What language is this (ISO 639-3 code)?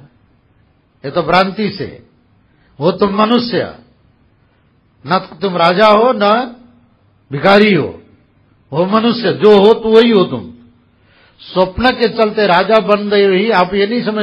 hin